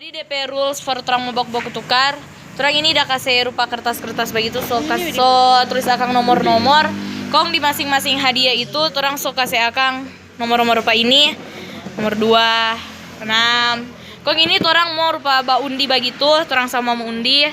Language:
Manado Malay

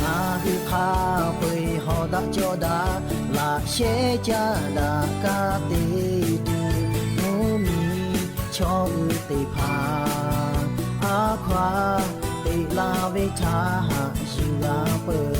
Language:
Lahu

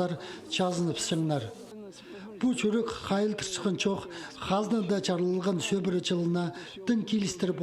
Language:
Khakas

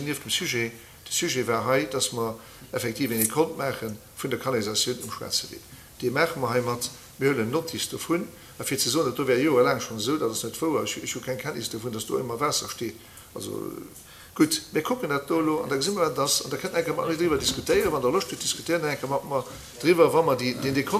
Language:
Luxembourgish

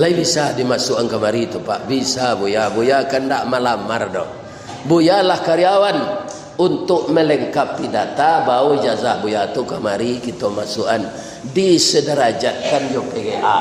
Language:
Minangkabau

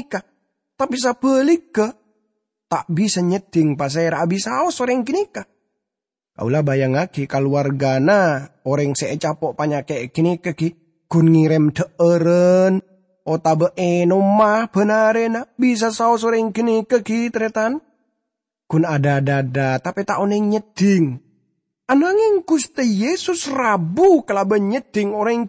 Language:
Madurese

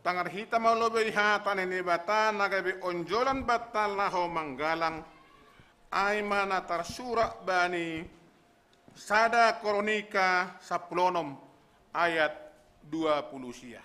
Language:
Batak Simalungun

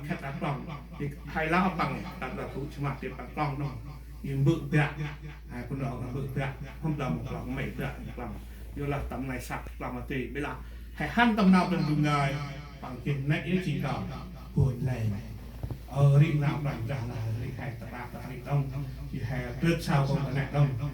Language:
Central Mnong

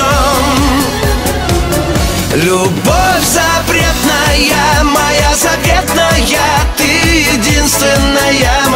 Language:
Russian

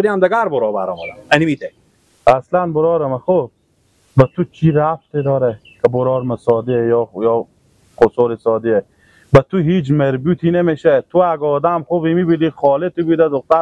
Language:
Persian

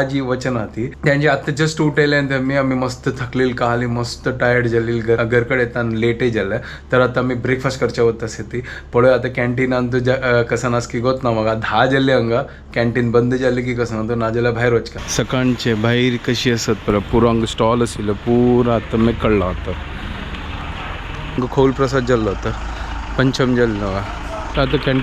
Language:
Konkani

